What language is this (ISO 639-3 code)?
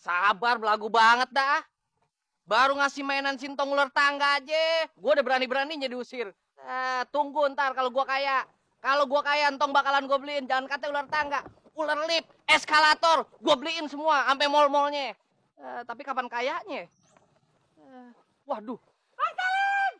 bew